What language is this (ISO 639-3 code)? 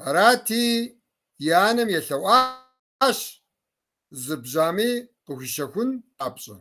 kbd